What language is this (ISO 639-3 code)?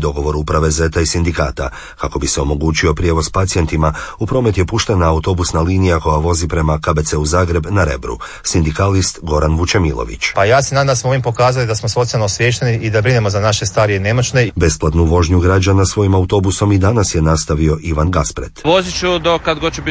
hrv